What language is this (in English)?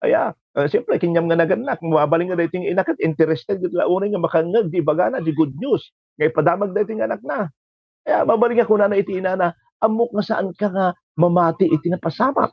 Iloko